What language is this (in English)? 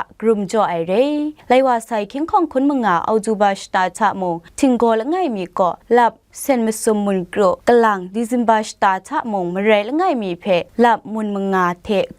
Kachin